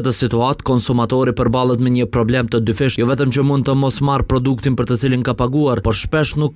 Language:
Albanian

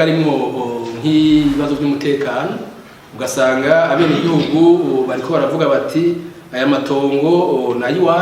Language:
Rundi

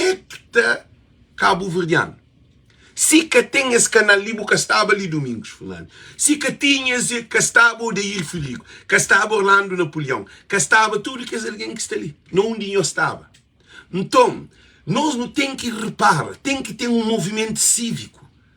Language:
Kabuverdianu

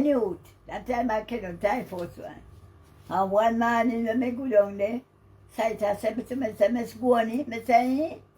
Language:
Jamaican Creole English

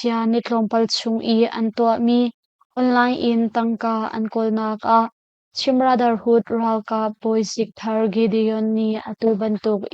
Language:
Hakha Chin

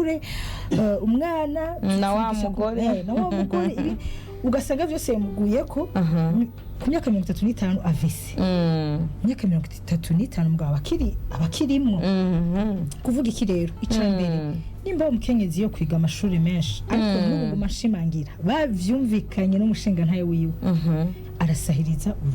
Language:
Rundi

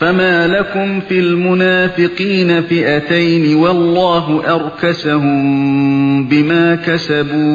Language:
Uyghur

